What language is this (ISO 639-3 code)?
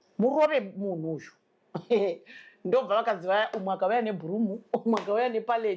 sna